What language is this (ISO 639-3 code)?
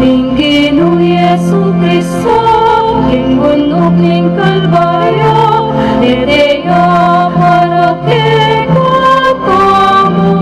pam